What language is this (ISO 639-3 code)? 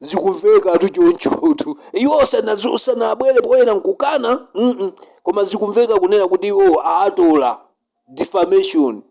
nya